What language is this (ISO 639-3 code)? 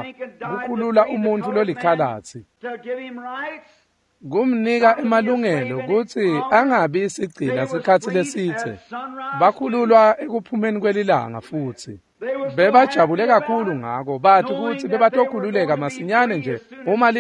ssw